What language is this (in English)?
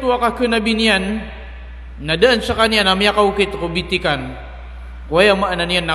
Maranao